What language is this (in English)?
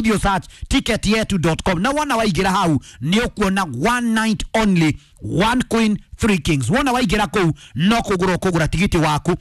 Kikuyu